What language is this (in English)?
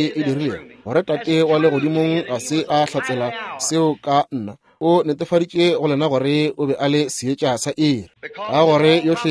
Northern Sotho